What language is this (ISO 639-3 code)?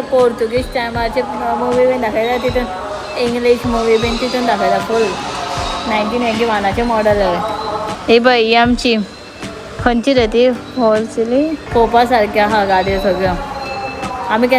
kok